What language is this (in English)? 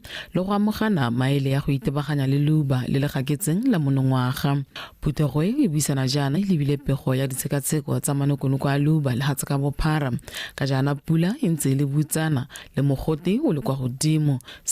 Tswana